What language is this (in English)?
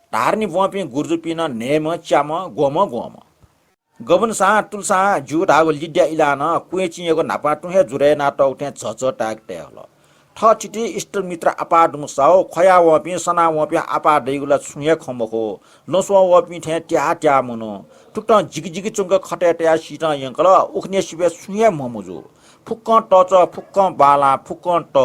Newari